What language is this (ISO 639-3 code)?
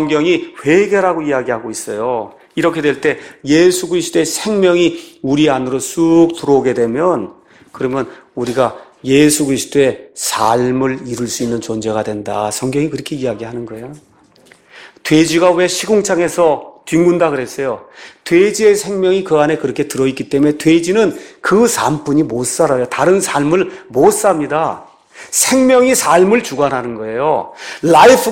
kor